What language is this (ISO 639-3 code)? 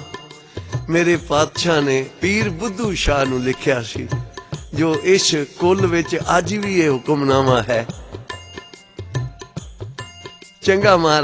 pan